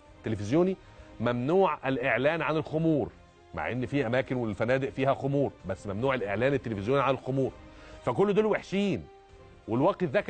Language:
Egyptian Arabic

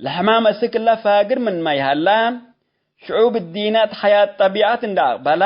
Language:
Tigre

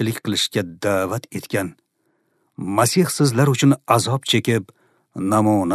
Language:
Uzbek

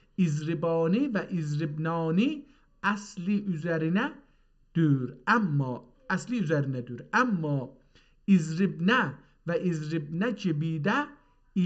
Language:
South Azerbaijani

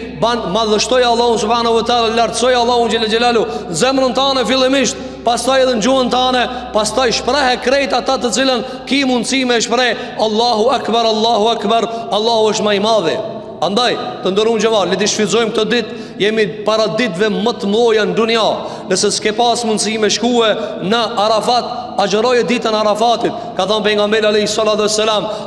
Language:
Albanian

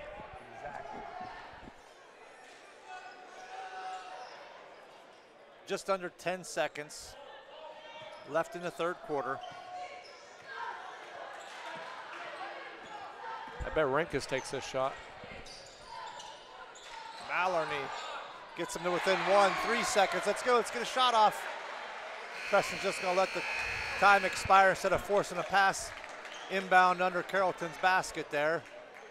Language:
English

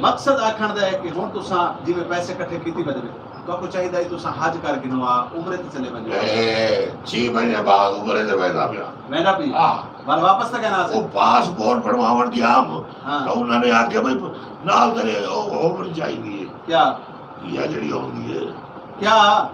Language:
Saraiki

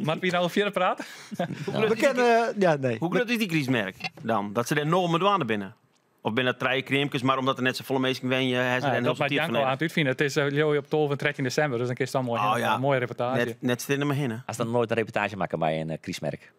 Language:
Western Frisian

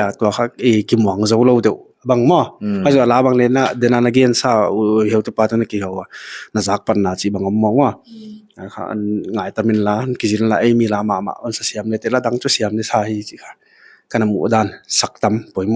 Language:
Paite Chin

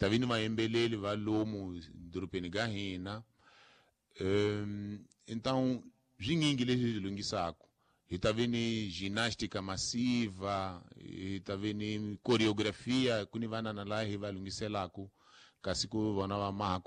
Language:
Tsonga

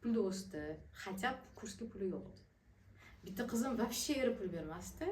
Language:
Uzbek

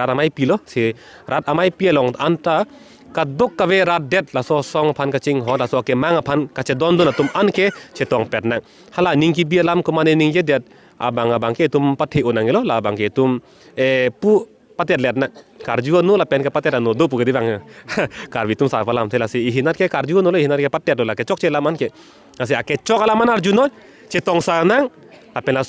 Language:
Karbi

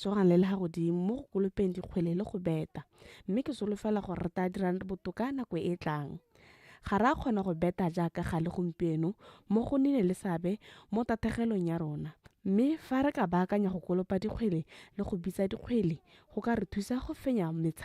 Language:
Tswana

